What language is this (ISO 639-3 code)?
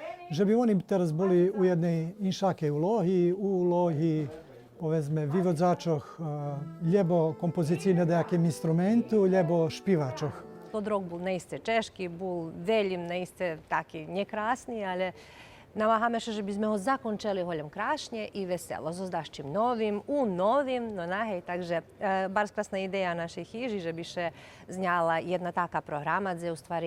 rue